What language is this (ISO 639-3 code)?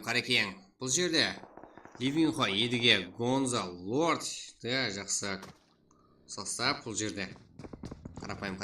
kaa